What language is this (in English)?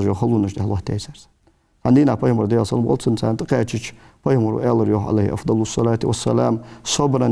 Ingush